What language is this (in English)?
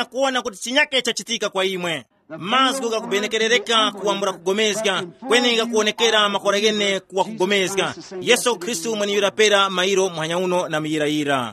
Tumbuka